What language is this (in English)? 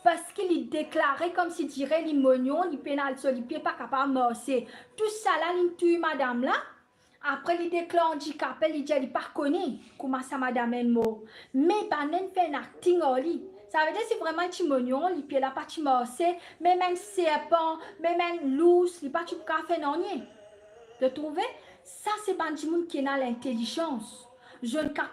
Morisyen